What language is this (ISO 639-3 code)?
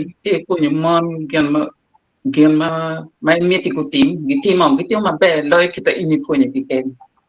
ach